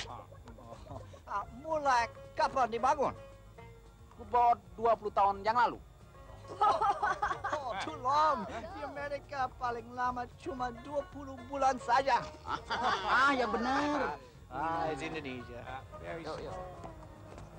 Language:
Indonesian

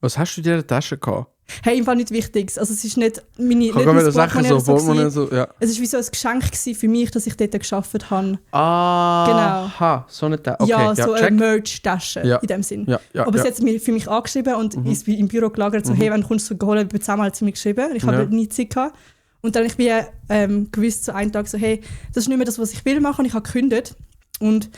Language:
Swiss German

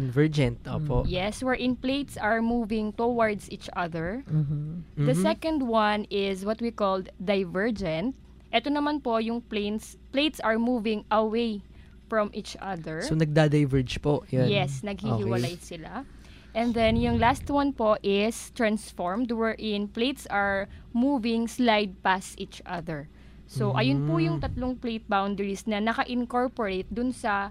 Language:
Filipino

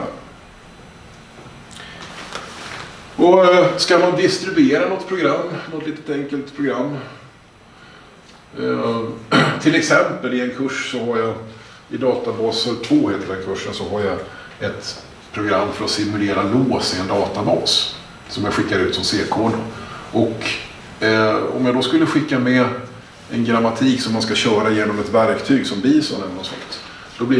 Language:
Swedish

